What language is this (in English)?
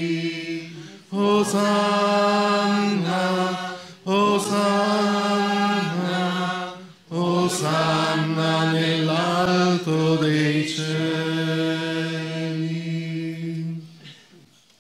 Italian